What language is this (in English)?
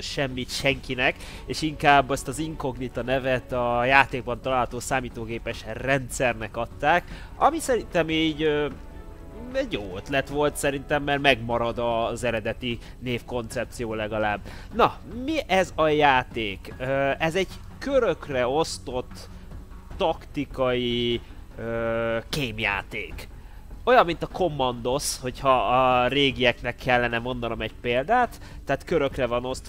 Hungarian